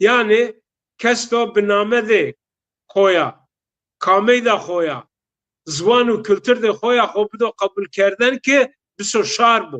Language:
Zaza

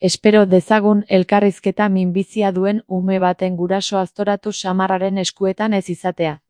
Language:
Basque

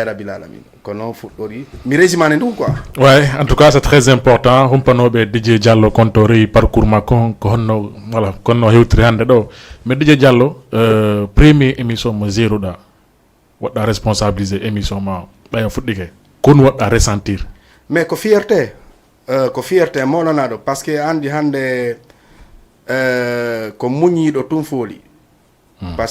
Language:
Fula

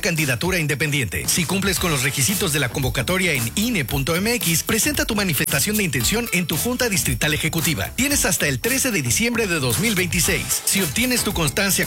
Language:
Spanish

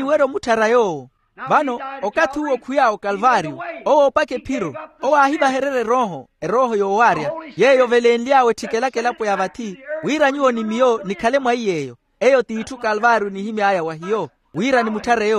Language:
Makhuwa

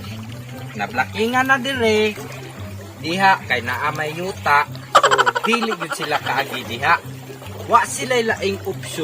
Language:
Cebuano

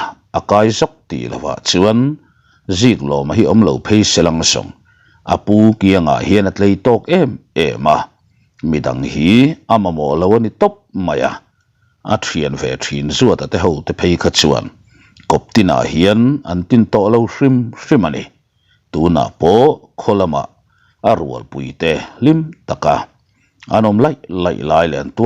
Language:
Mizo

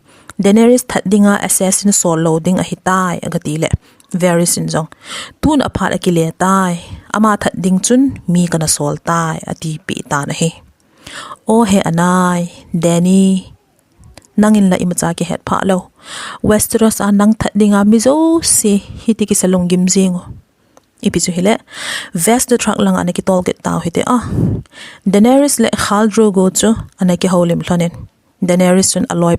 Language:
Thado Chin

